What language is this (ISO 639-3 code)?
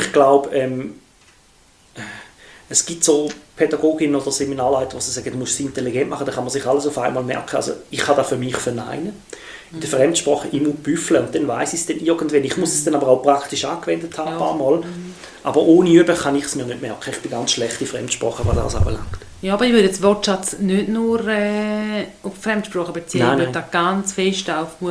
deu